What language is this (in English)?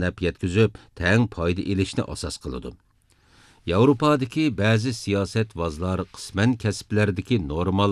Uyghur